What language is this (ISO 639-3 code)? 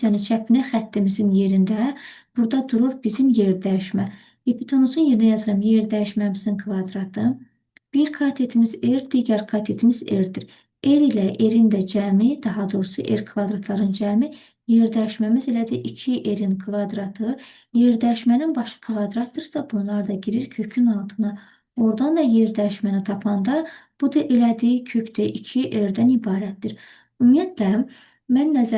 aze